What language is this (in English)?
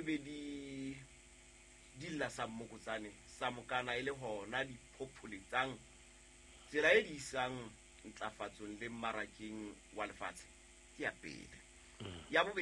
Southern Sotho